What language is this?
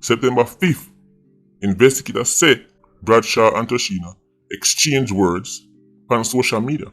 Jamaican Creole English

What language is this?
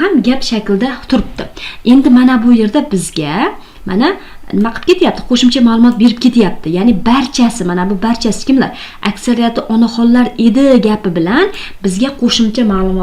Uzbek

